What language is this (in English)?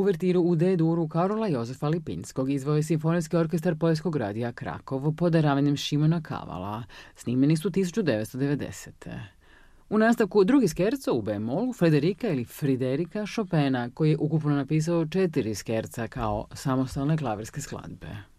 Croatian